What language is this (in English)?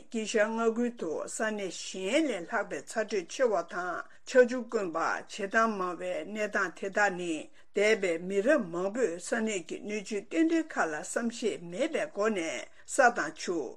Tibetan